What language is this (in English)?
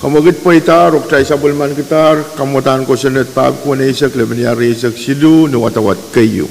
Pohnpeian